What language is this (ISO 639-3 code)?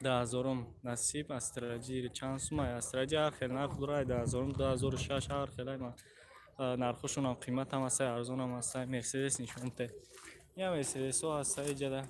tgk